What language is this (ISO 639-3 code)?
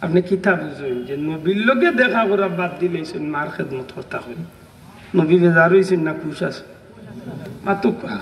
syl